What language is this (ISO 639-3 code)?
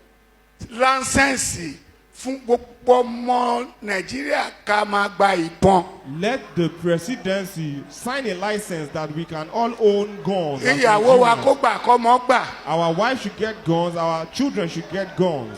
yor